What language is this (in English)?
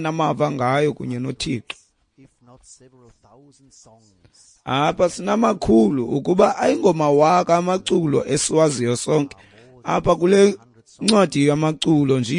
Xhosa